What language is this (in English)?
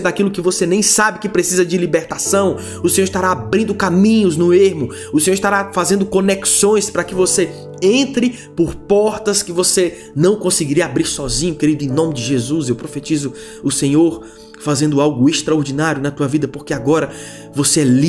Portuguese